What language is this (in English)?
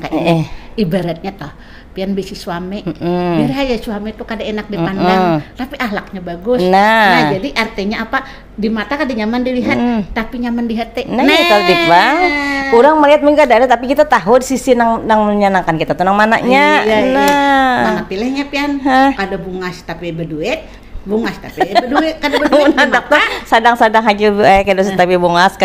Banjar